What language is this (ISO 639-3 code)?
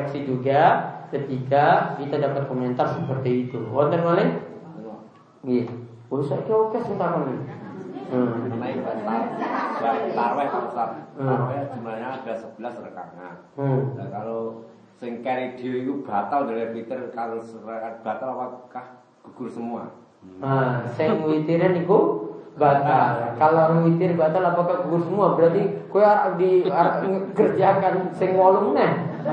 ind